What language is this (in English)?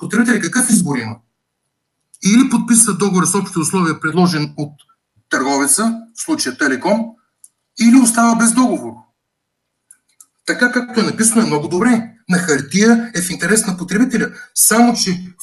Bulgarian